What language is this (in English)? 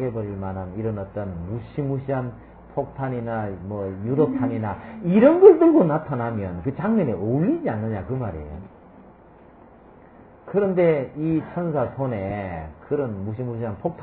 Korean